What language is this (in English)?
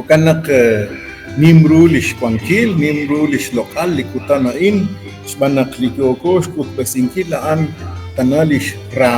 Kekchí